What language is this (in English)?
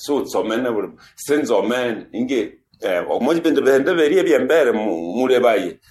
Nande